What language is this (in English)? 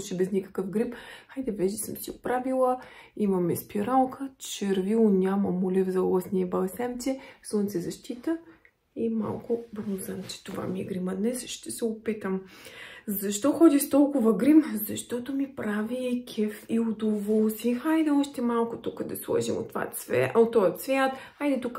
Bulgarian